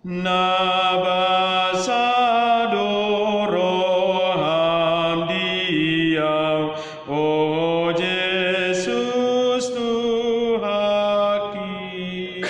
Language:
Batak Toba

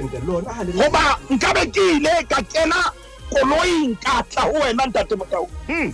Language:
Southern Sotho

